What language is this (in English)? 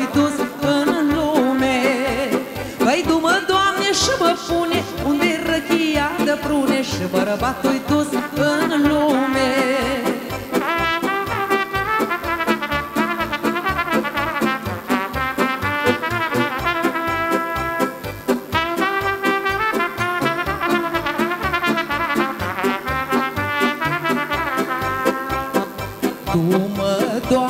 Romanian